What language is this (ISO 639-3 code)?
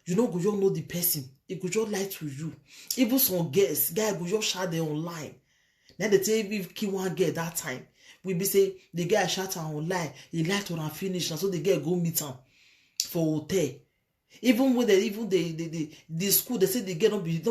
pcm